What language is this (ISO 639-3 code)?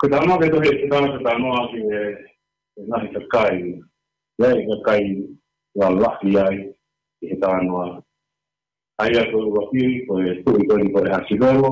ton